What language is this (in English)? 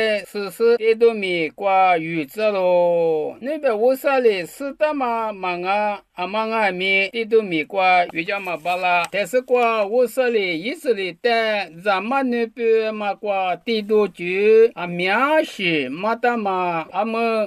Lisu